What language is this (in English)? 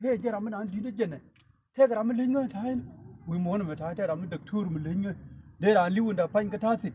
Nuer